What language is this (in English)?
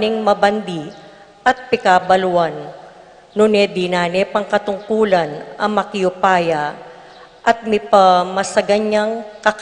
Pampanga